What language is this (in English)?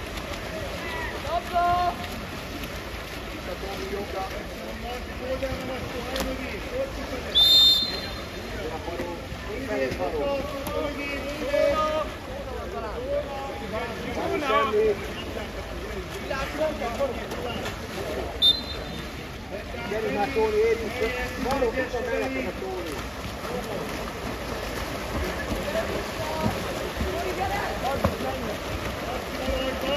Hungarian